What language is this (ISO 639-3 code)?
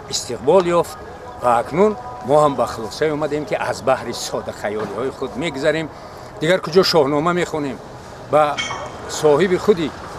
tgk